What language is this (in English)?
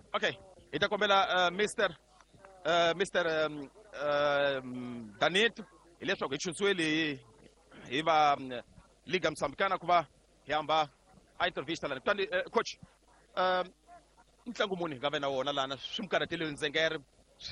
Tsonga